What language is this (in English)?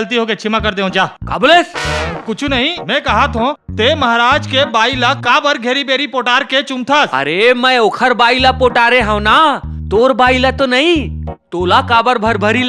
Chhattisgarhi